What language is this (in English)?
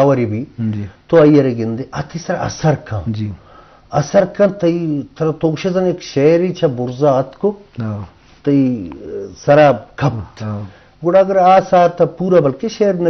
Eastern Balochi